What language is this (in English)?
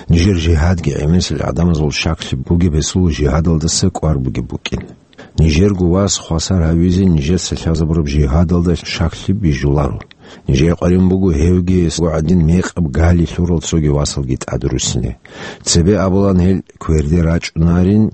Avaric